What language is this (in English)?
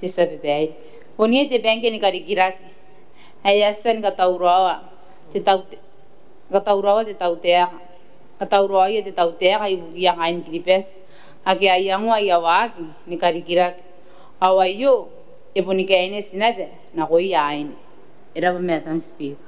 Gilbertese